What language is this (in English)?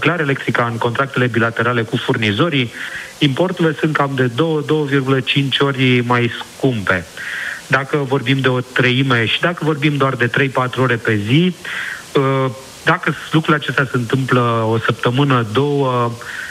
Romanian